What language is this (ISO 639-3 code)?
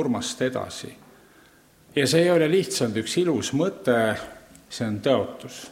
est